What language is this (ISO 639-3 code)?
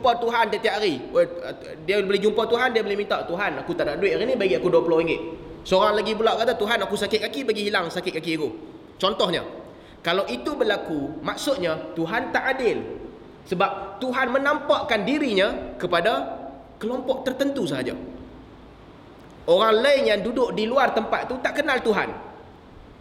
msa